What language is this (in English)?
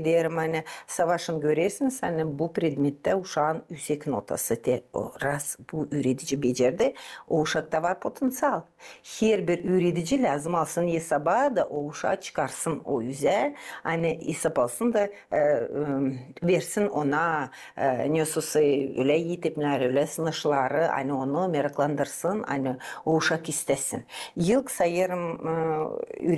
Gagauz